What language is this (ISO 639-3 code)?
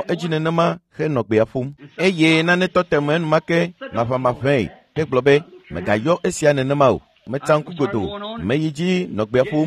ewe